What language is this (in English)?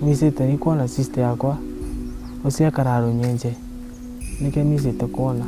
Meru